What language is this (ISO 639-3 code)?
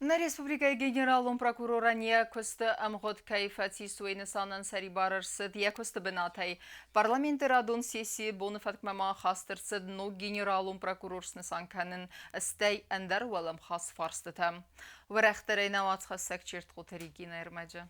oss